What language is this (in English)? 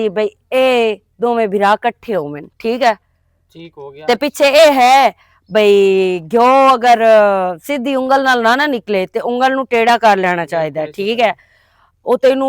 Western Panjabi